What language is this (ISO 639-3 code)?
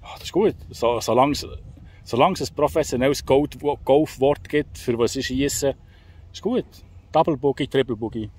gsw